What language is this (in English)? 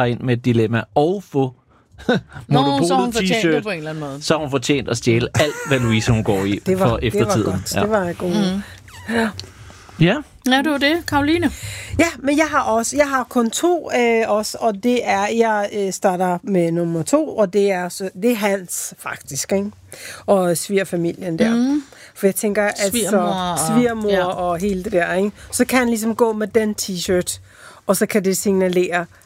Danish